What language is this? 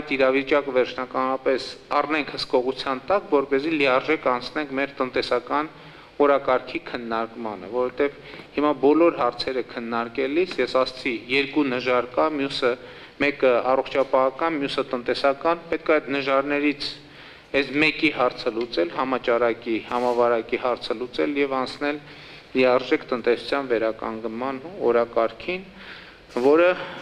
Armenian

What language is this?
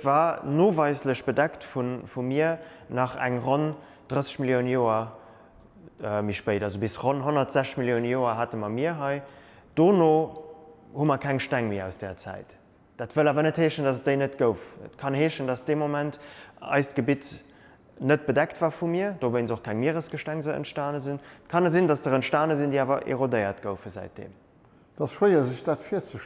Luxembourgish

